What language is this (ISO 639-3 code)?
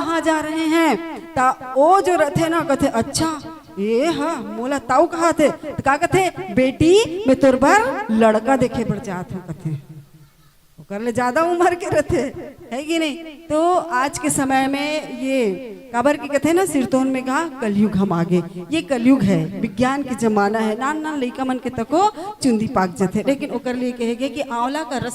hne